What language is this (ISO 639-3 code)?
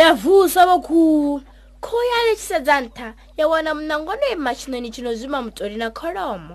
ven